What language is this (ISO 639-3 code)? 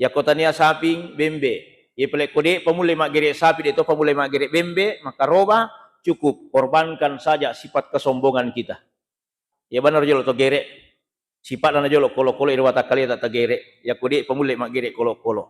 bug